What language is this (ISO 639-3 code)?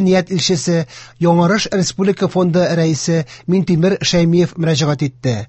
tat